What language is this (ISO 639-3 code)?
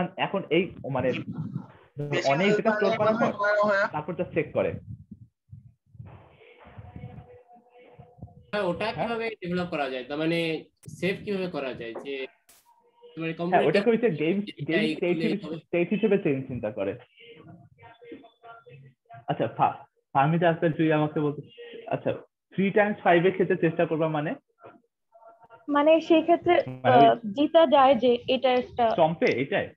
ben